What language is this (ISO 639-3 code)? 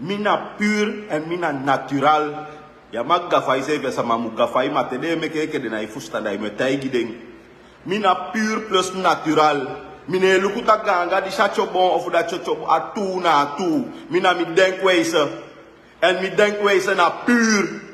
srn